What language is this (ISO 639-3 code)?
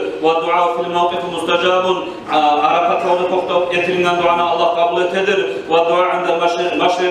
kum